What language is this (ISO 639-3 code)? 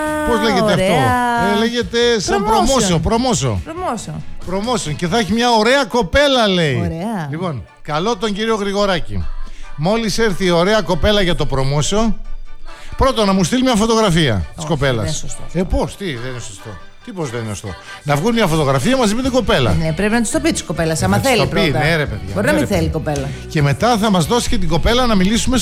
ell